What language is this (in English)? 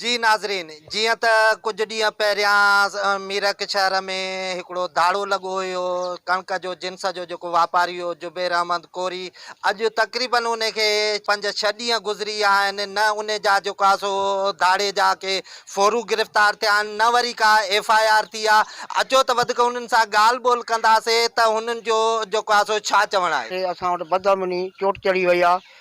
Sindhi